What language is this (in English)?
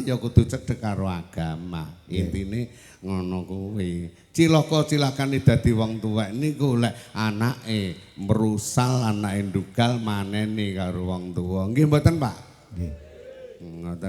Javanese